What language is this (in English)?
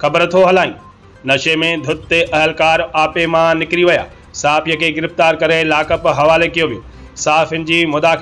Sindhi